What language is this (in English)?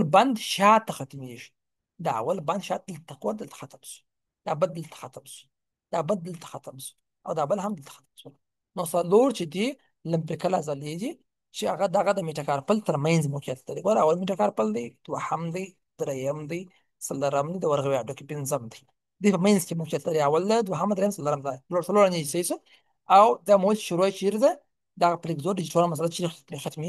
Pashto